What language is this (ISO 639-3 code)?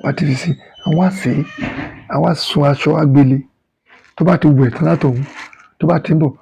yor